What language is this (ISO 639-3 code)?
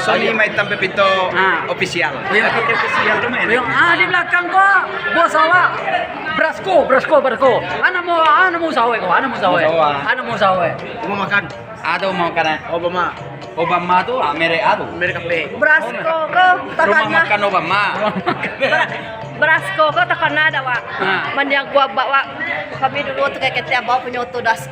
min